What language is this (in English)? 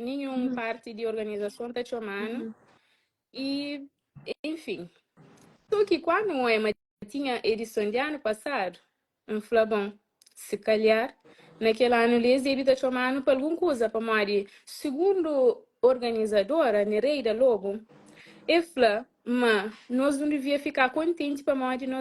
Kabuverdianu